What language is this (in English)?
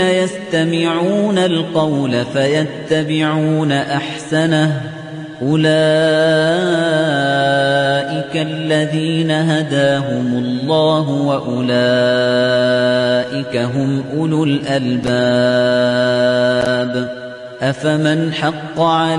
Arabic